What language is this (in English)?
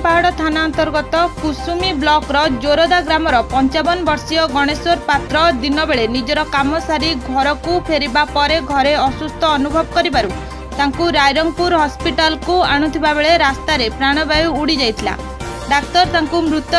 Odia